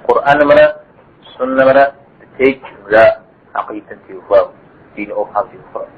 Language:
Kabardian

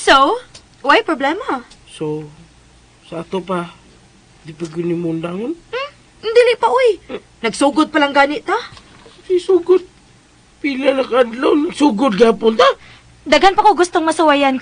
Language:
Cebuano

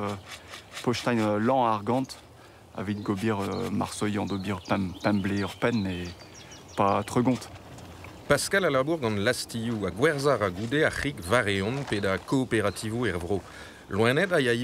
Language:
Breton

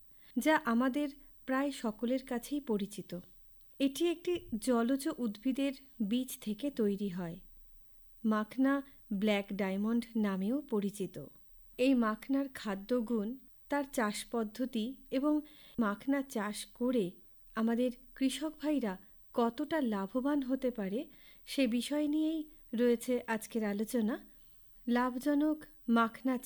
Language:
Bangla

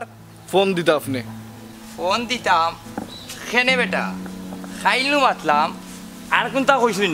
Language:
Sylheti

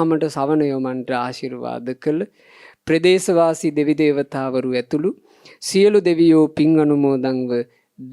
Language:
Sinhala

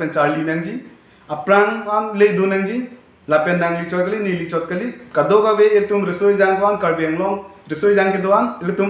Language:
Karbi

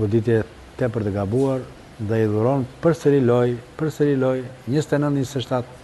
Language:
Albanian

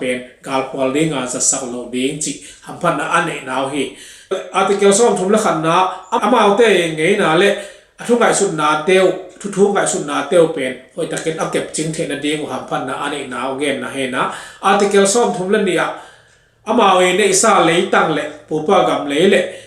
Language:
Tedim Chin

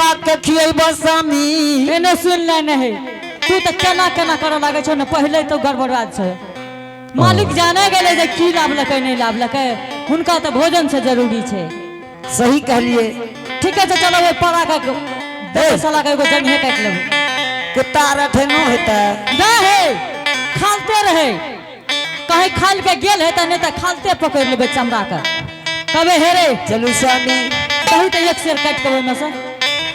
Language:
Angika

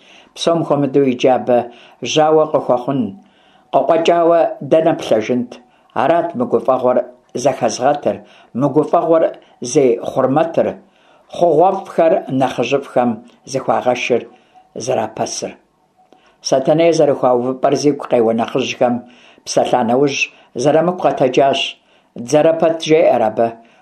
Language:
Kabardian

